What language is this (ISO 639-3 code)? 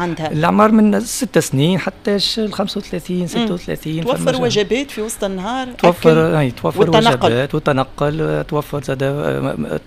aeb